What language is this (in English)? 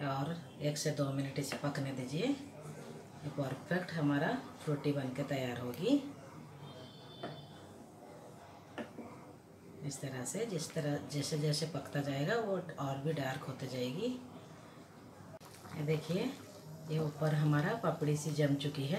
Hindi